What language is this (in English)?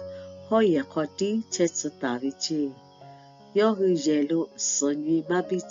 Lahu